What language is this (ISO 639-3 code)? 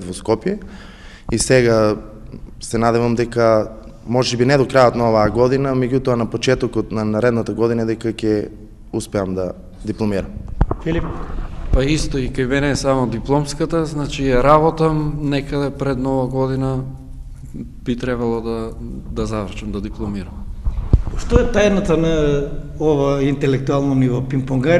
mkd